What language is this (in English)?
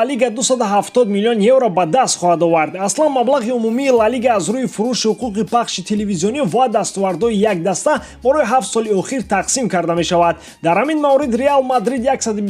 Tajik